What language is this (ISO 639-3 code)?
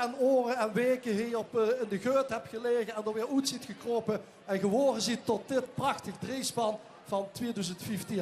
lim